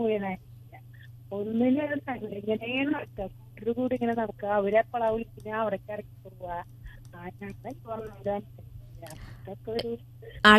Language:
Malayalam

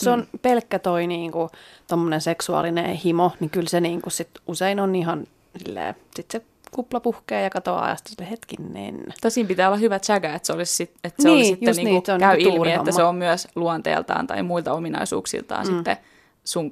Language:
Finnish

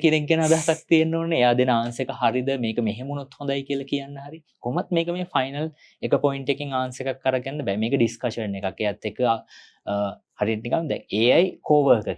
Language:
Sinhala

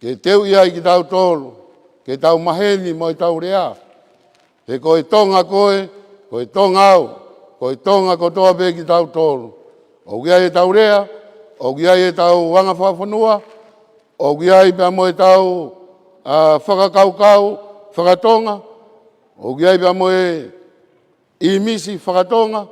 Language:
Tongan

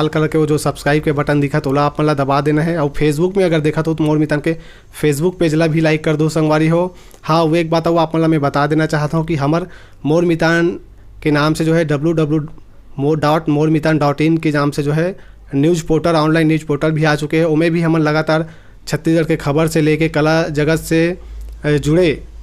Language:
Chhattisgarhi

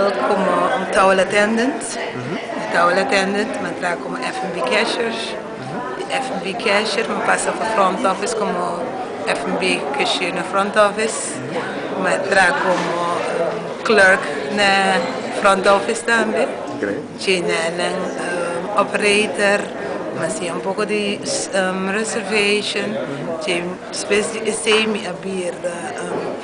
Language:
Papiamento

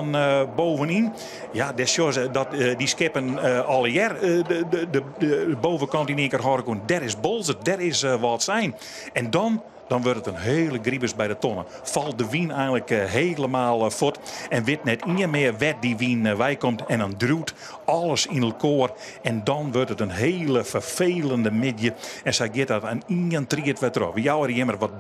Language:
Western Frisian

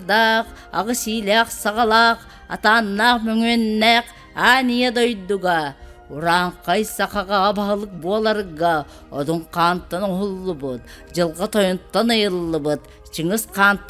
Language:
Yakut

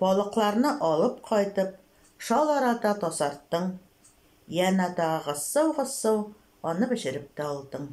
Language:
Tatar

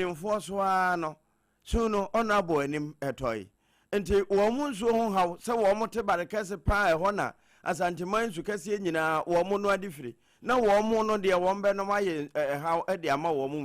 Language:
Akan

